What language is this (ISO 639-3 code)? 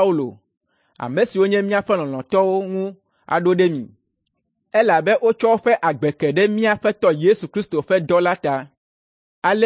ewe